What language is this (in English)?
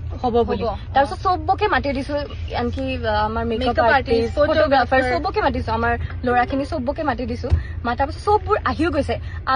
Assamese